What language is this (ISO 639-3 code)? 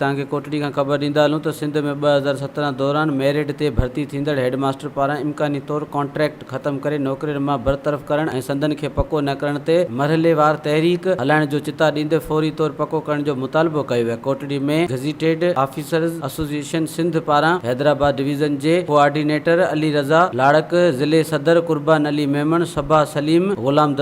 snd